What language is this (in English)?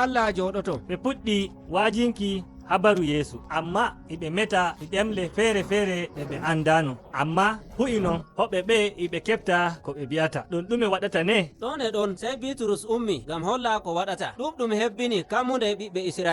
Nigerian Fulfulde